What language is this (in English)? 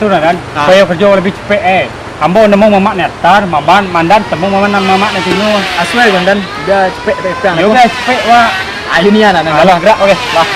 Minangkabau